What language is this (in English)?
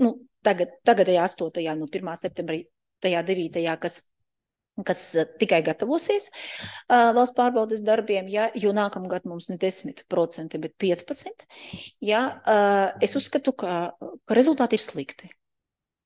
Latvian